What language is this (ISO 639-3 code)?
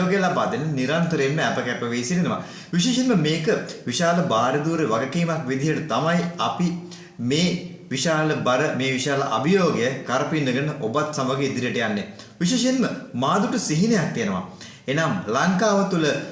sin